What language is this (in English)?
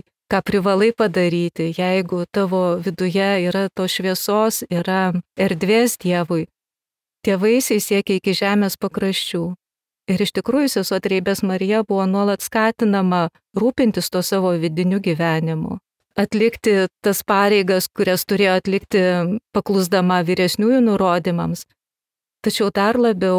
Lithuanian